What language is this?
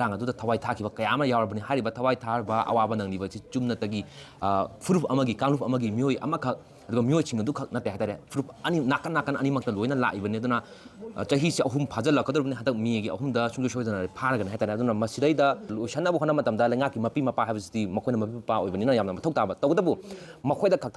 Manipuri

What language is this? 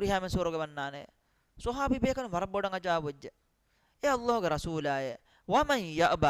Divehi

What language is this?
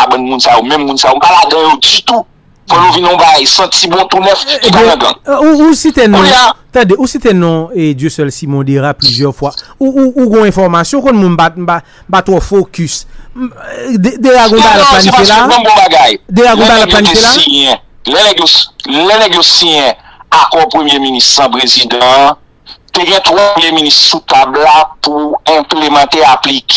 Haitian Creole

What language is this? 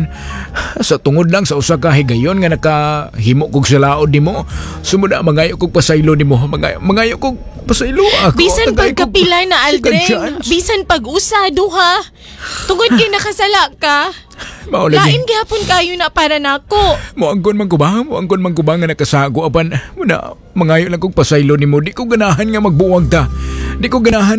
Cebuano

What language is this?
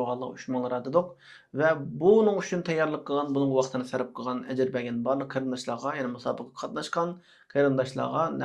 Uyghur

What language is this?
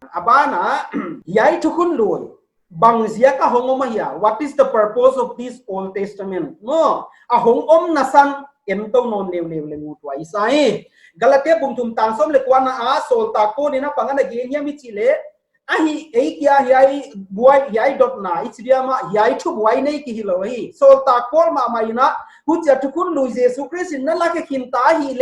Paite Chin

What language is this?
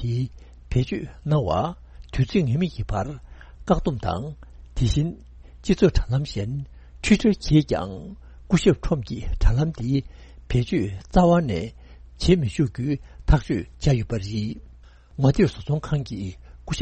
Tibetan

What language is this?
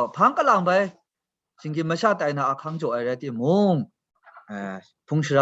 Kachin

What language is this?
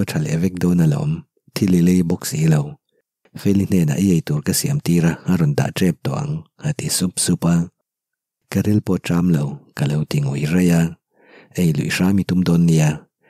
Mizo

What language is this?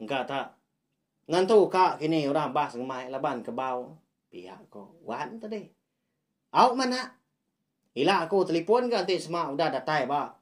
Iban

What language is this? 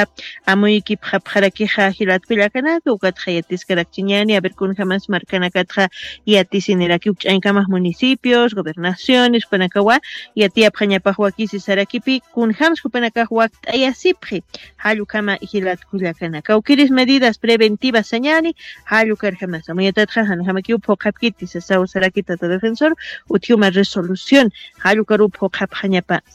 Aymara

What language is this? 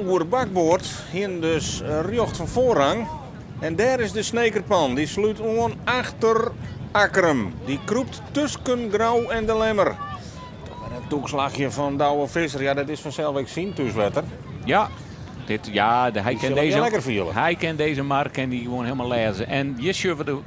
Western Frisian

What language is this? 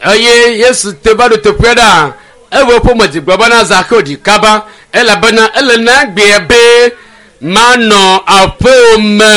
Ewe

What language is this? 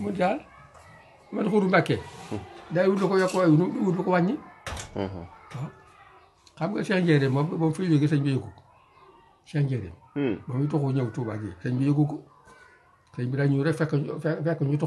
Wolof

